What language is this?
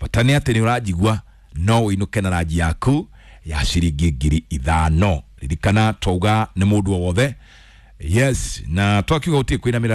Kikuyu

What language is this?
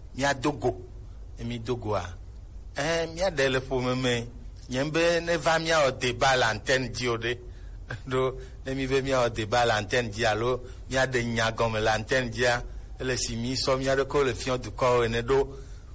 Gen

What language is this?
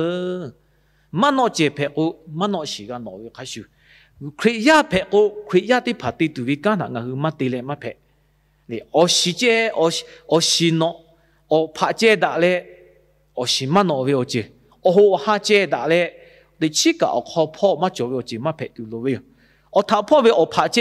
Lahu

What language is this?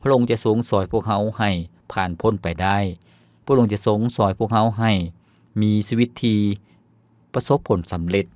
Lao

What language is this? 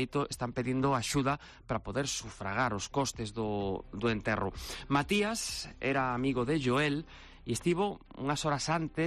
Galician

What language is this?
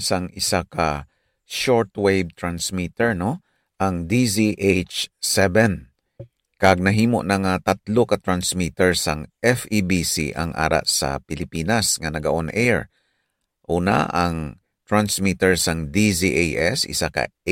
Hiligaynon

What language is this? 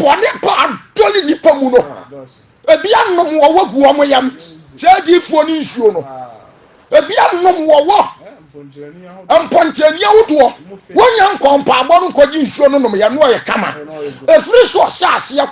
Akan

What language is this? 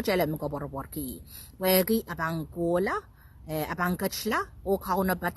Pohnpeian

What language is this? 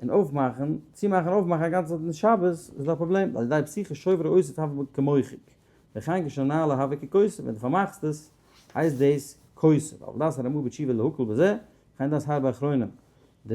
Yiddish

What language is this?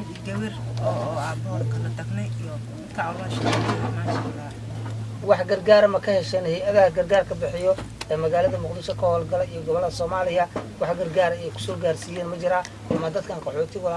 Somali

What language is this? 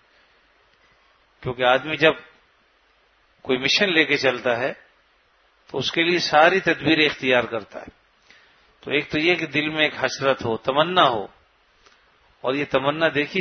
Urdu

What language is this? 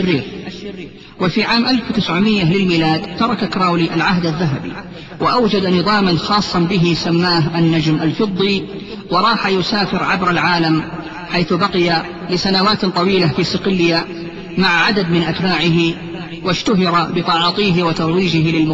Arabic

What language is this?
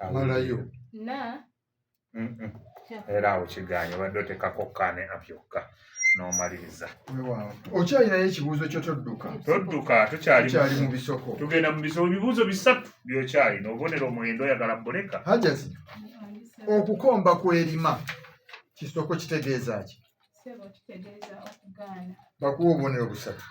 Ganda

